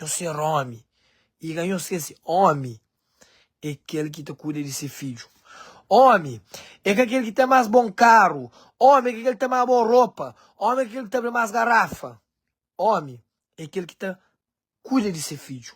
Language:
Kabuverdianu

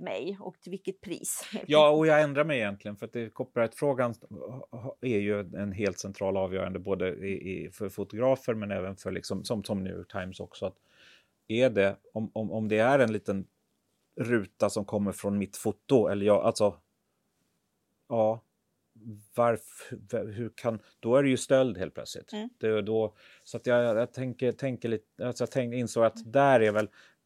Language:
Swedish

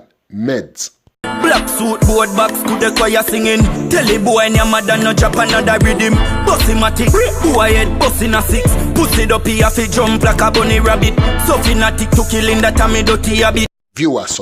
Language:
Jamaican Creole English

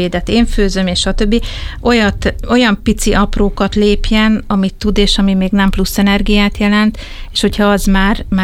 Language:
Hungarian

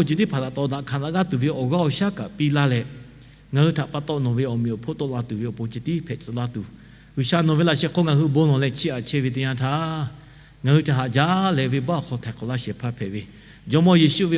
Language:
Lahu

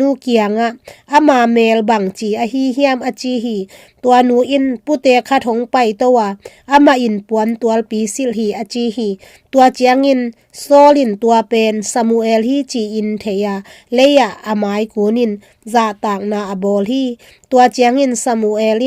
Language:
Tedim Chin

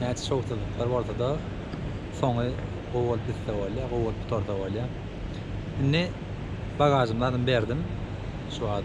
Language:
Turkmen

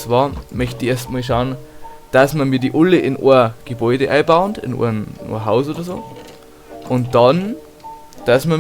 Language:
Bavarian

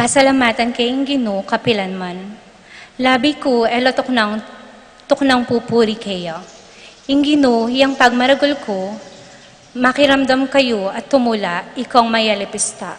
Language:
Pampanga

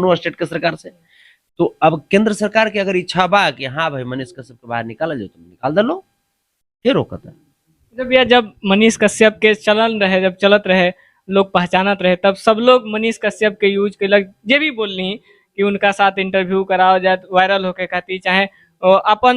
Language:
Bhojpuri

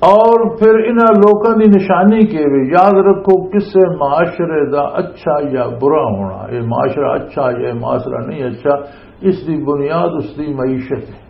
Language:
Western Panjabi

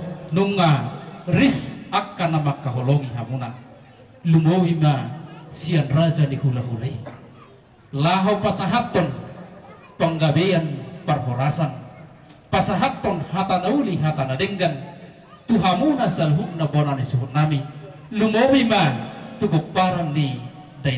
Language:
Batak Toba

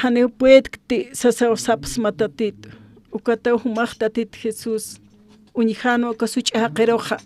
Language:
Aymara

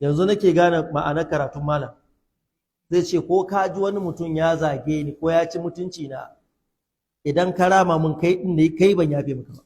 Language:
Hausa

